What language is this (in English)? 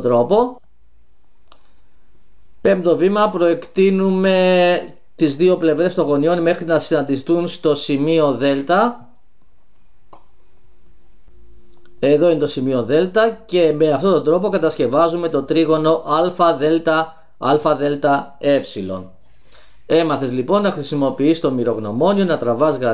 Greek